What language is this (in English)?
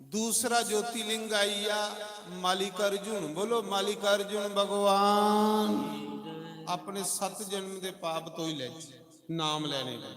Dogri